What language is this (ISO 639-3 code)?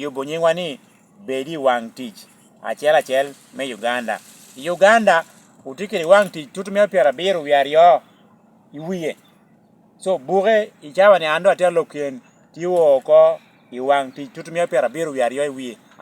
laj